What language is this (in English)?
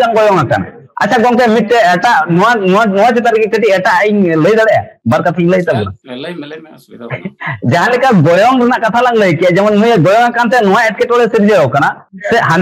Santali